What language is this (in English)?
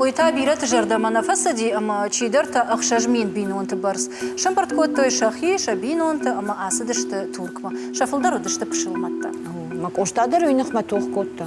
Ossetic